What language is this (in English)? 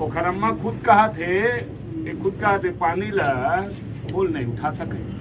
Chhattisgarhi